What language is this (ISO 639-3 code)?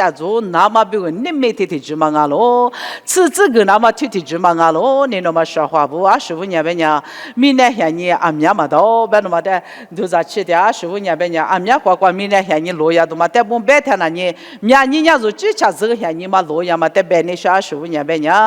lis